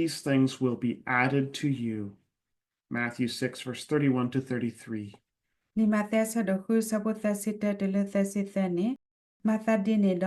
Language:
S'gaw Karen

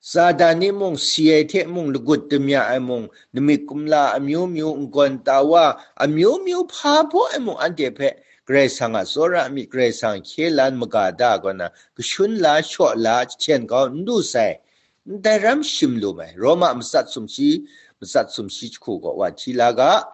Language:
Kachin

